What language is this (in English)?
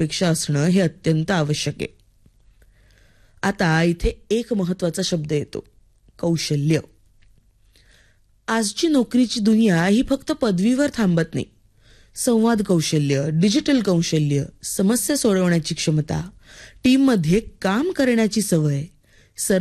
Marathi